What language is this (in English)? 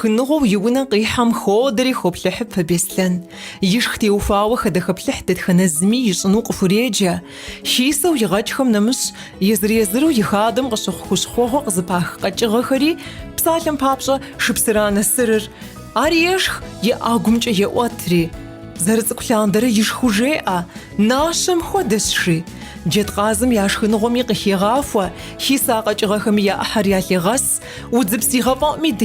Kabardian